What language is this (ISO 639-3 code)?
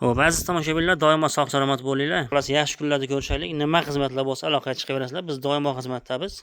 uzb